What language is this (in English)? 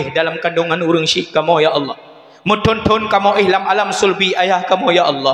Achinese